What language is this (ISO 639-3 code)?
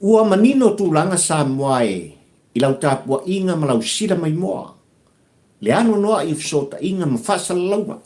smo